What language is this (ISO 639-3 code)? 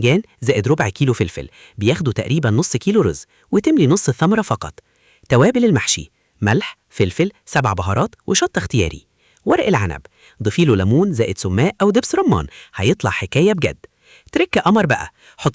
arz